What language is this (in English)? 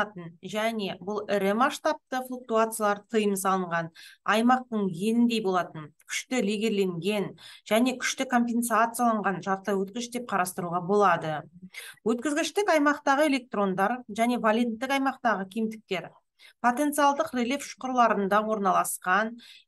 Kazakh